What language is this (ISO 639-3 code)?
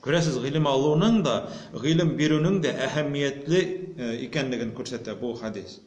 tat